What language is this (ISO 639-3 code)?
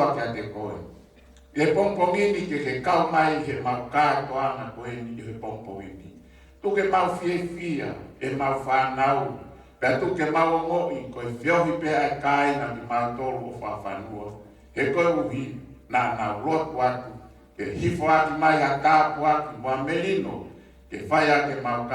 ton